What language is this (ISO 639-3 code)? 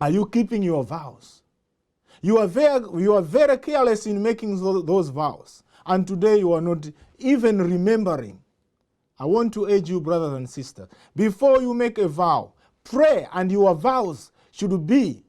eng